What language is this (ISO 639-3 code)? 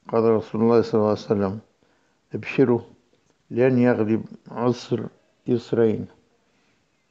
swa